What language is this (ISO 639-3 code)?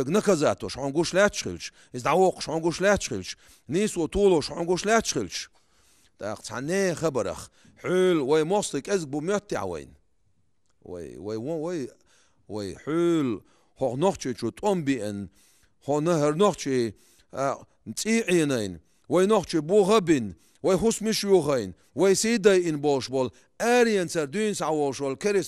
che